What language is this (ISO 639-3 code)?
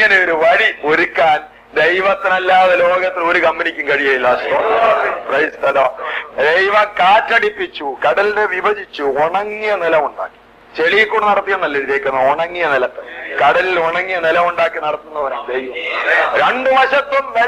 mal